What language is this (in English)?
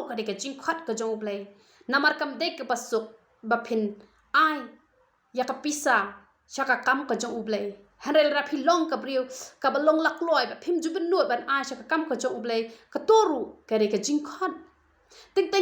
Khasi